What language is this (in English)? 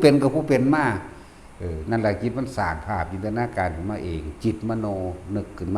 Northeastern Thai